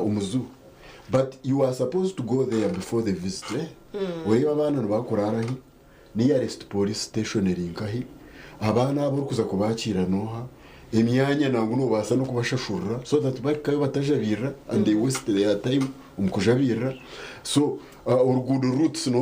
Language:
Nyankole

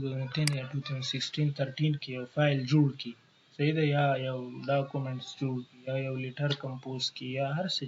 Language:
Pashto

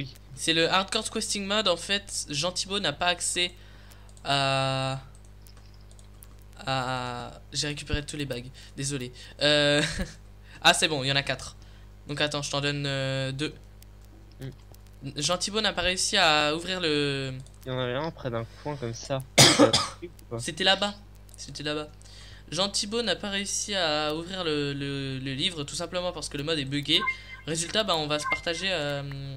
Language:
French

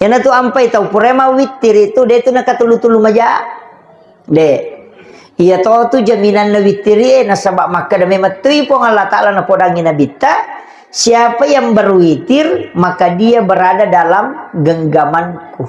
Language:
Buginese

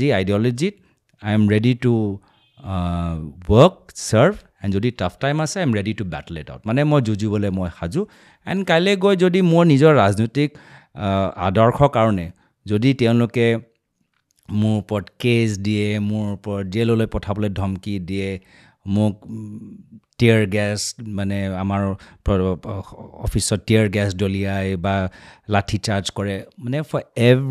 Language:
Assamese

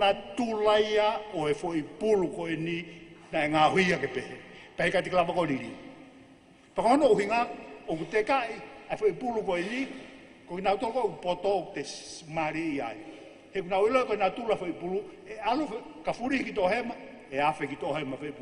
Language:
Tongan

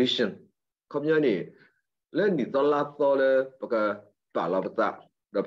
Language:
S'gaw Karen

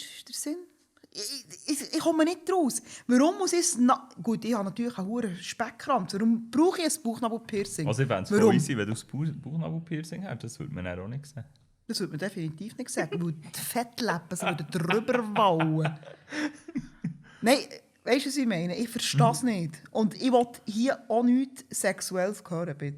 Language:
Swiss German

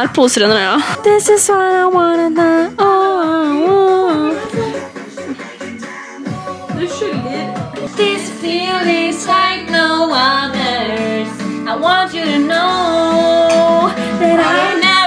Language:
Norwegian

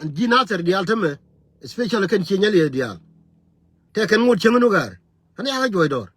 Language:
Nuer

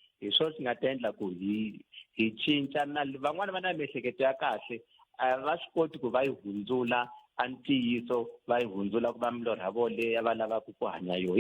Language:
Tsonga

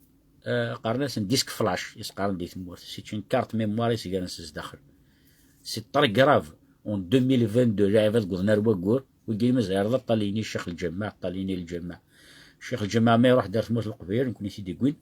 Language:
Kabyle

